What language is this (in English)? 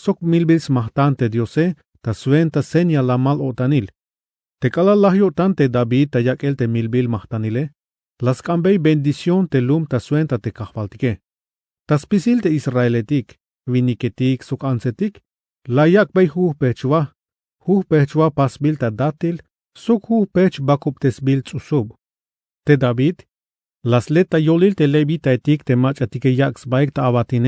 Tzeltal